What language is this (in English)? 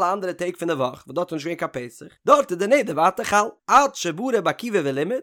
Yiddish